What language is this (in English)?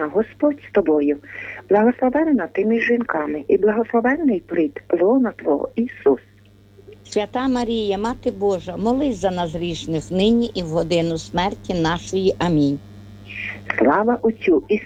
Ukrainian